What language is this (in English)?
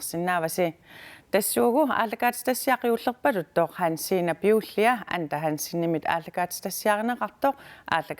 Kalaallisut